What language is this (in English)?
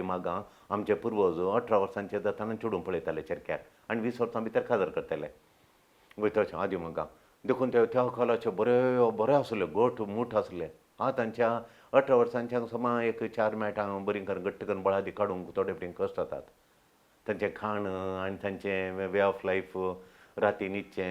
Konkani